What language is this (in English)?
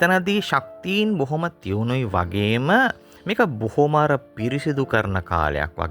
Sinhala